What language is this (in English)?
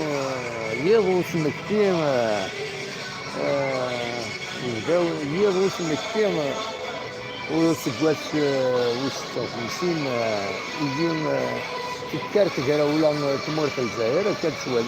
Kabyle